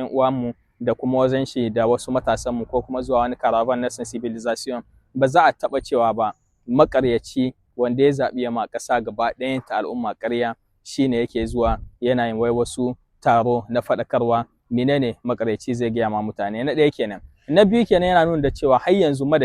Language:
Hausa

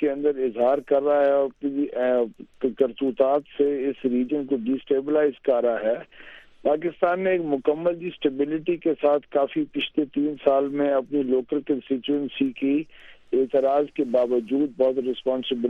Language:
Urdu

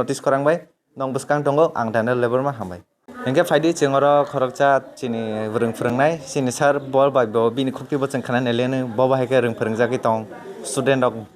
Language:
Kok Borok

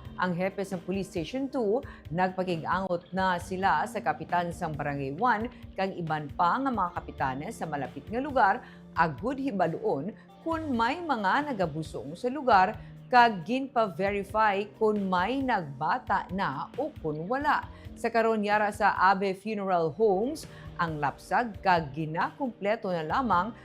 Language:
Hiligaynon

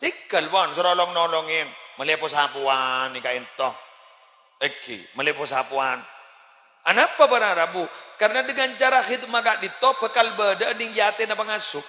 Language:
Madurese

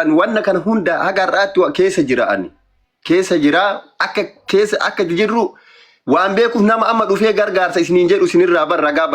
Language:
Oromo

